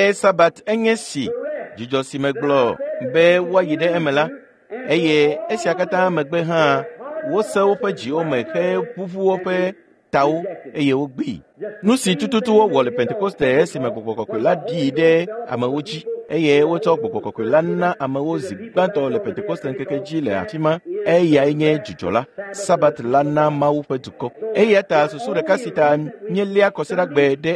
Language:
Ewe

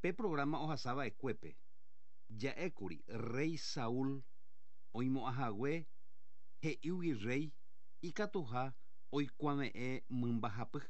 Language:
Guarani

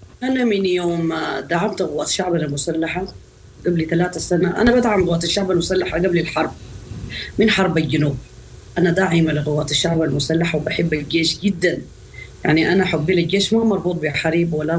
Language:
Sudanese Arabic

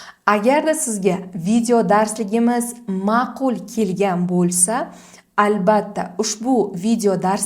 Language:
Uzbek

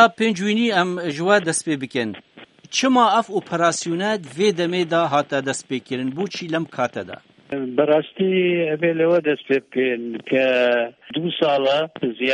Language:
Kurdish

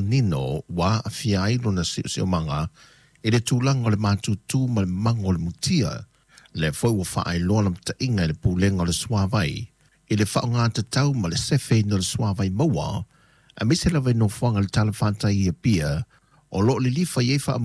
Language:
Samoan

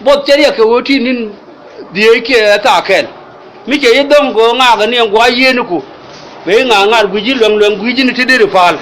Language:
Nuer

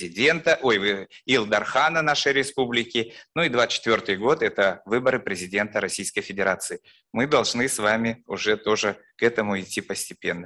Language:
Russian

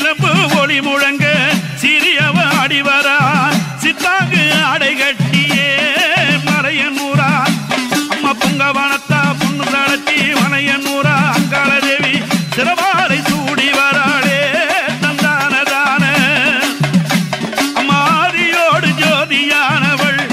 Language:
Tamil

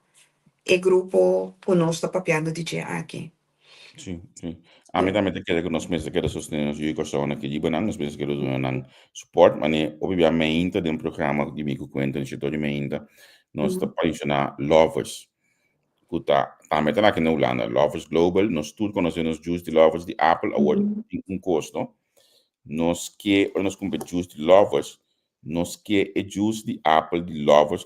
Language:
Papiamento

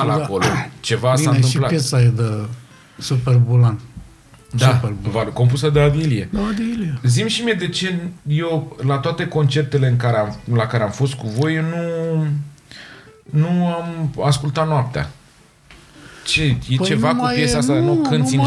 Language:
Romanian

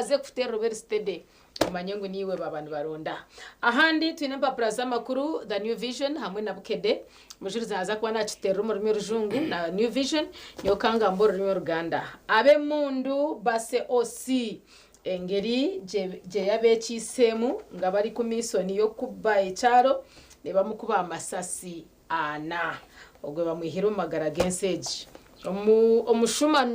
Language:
Nyankole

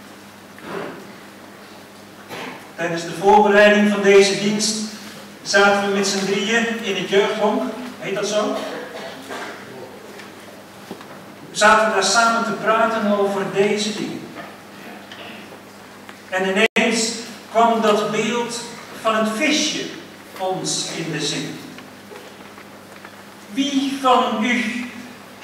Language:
Dutch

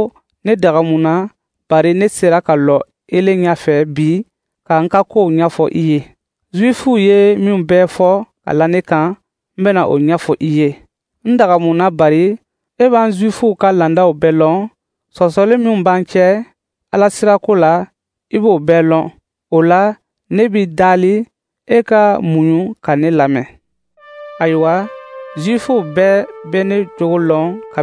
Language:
Dyula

